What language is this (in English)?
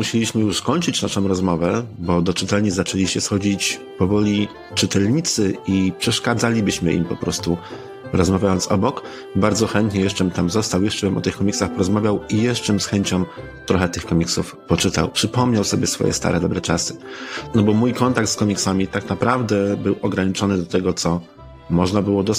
Polish